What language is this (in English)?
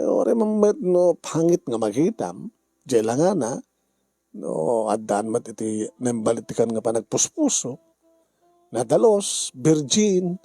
Iloko